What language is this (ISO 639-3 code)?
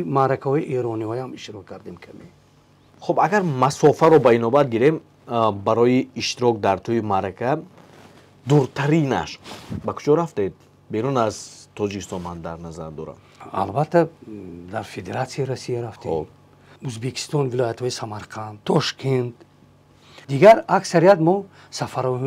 tgk